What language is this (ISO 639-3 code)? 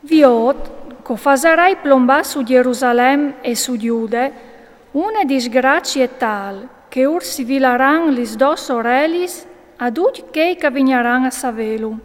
fur